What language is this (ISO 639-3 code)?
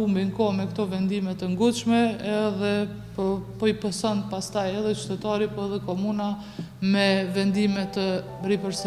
sqi